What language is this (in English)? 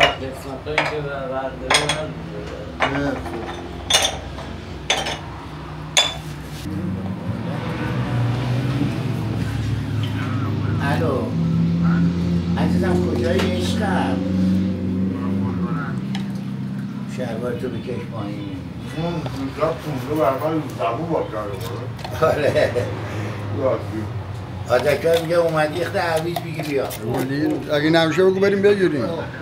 Persian